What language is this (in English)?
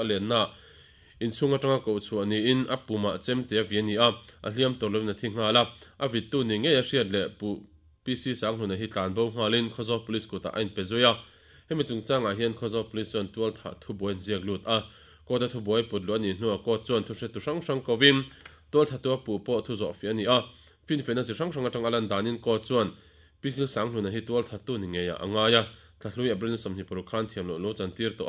Mizo